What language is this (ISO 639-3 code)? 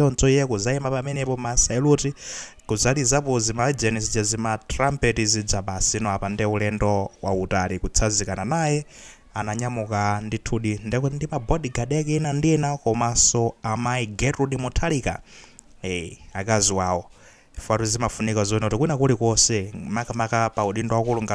nya